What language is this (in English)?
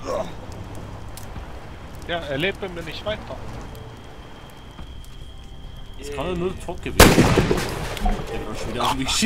German